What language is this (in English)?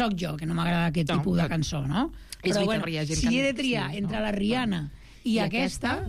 Catalan